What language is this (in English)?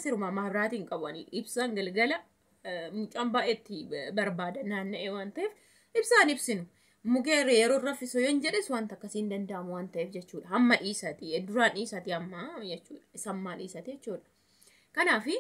Oromo